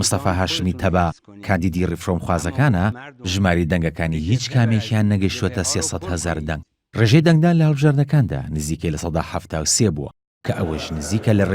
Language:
Central Kurdish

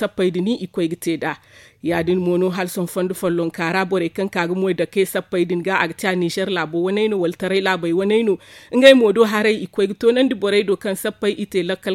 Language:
Zarma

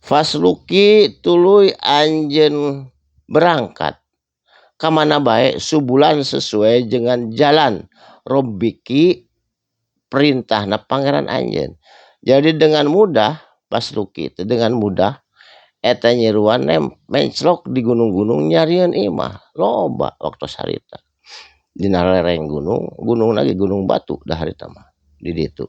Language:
Sundanese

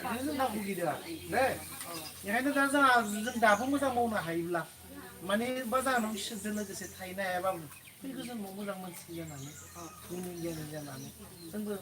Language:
Bodo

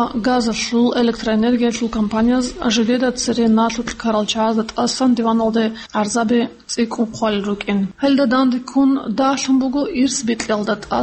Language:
Avaric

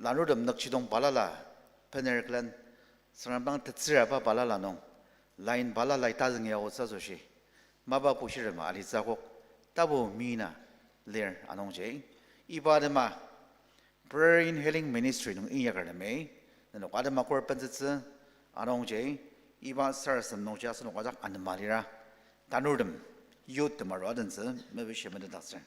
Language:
Ao Naga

